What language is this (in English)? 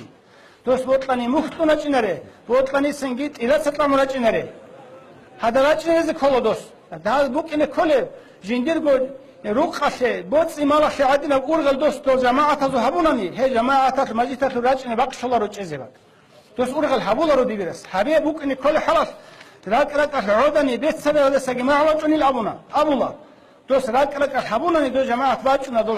Avaric